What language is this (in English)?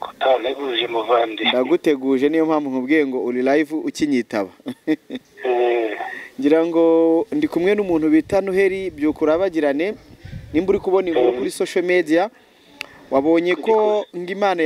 Kinyarwanda